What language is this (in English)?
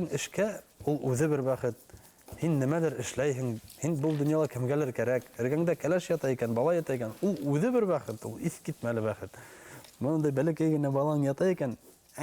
Bashkir